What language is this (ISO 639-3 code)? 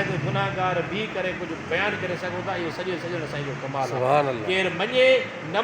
snd